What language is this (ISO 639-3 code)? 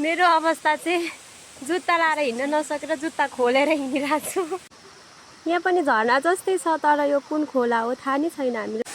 nep